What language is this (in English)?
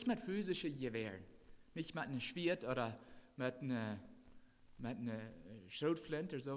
Plautdietsch